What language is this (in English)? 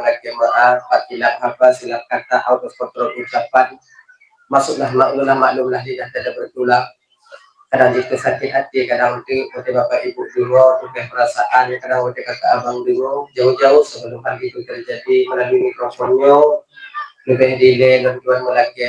Achinese